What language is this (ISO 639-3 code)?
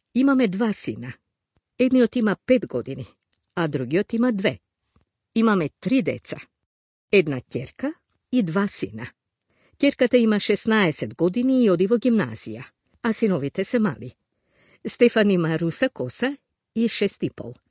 mkd